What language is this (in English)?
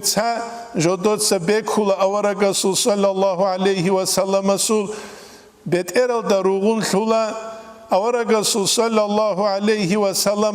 Avaric